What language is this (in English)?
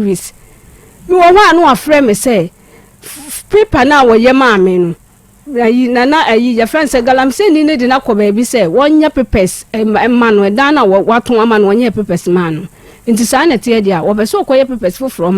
Akan